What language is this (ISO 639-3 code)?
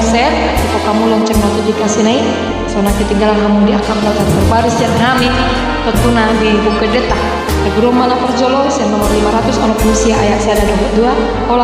bbc